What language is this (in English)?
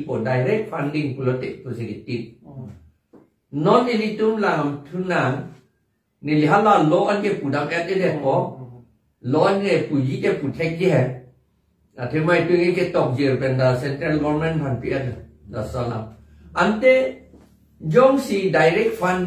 Karbi